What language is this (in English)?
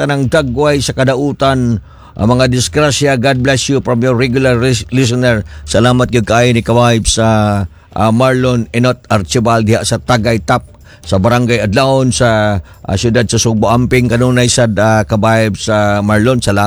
Cebuano